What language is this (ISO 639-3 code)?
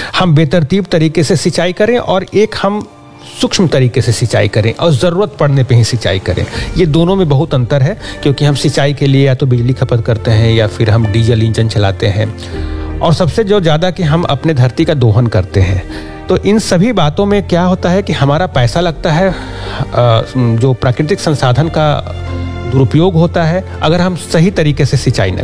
hin